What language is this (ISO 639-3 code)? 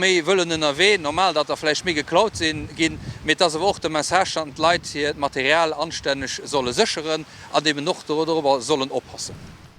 ltz